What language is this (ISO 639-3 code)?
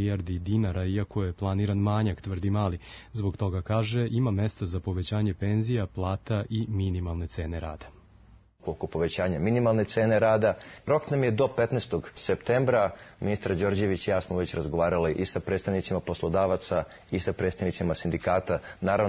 srp